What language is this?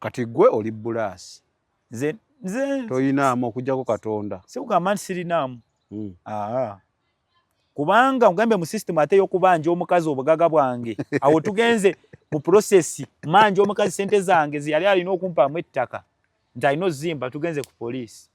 Ganda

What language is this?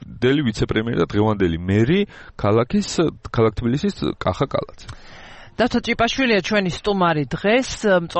Georgian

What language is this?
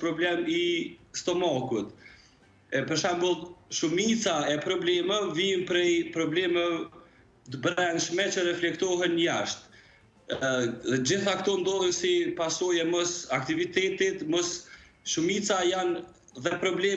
Albanian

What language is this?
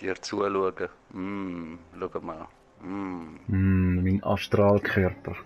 Swiss German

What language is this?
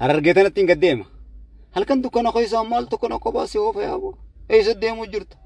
Oromo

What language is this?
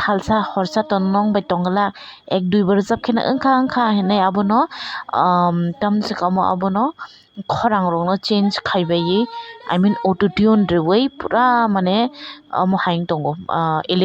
Kok Borok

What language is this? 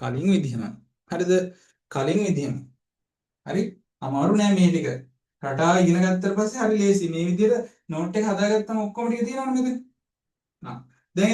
Sinhala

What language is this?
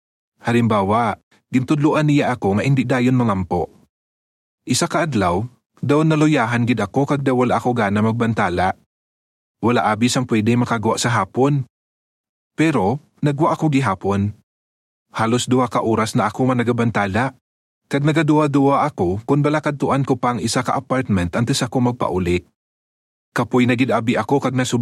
Hiligaynon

